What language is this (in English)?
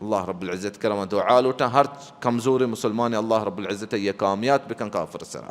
Baluchi